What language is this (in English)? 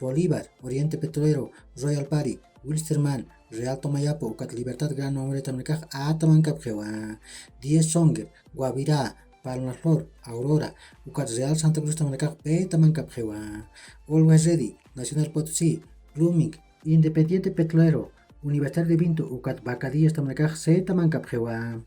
Aymara